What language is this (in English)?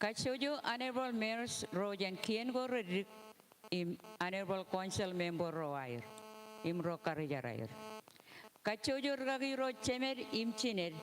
Marshallese